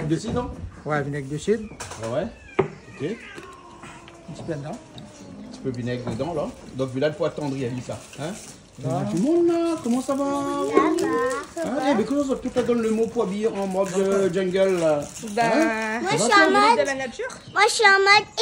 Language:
Réunion Creole French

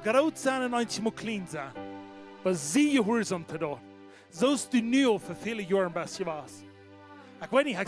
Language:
Plautdietsch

